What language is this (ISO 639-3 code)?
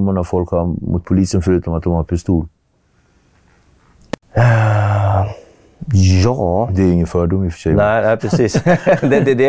swe